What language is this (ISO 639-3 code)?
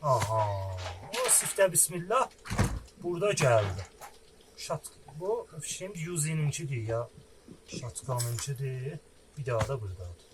azb